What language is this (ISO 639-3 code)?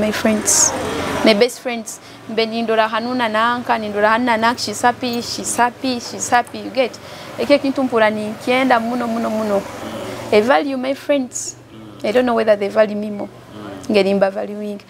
nyo